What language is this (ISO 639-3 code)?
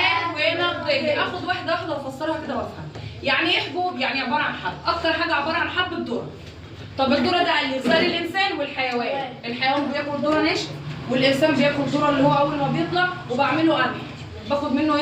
arz